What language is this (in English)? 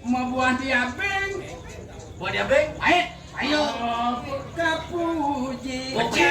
Balinese